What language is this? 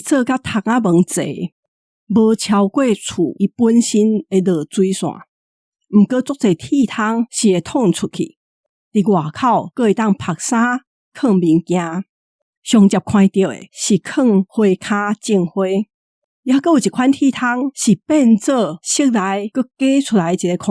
Min Nan Chinese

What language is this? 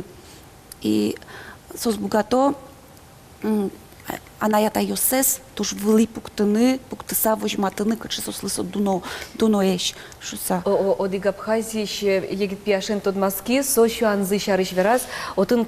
Udmurt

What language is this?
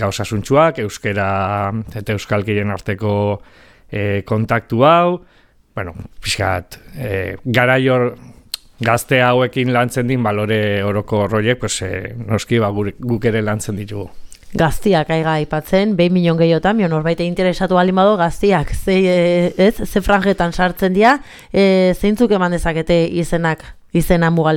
Basque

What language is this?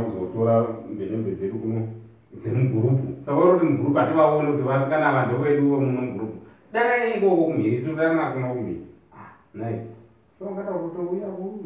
Shona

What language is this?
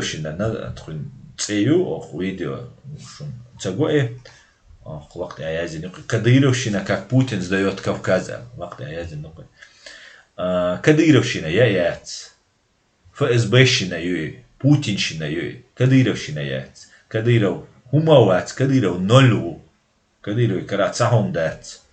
Chechen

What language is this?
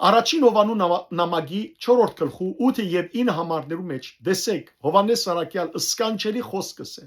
Western Armenian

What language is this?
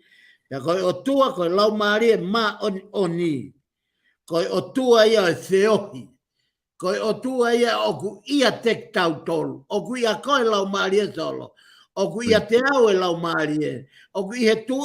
Tongan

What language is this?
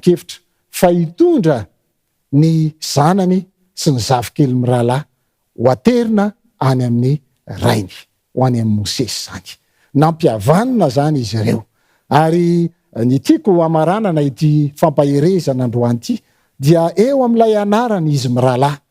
Malagasy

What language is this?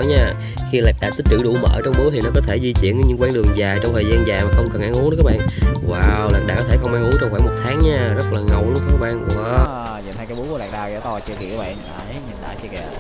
Vietnamese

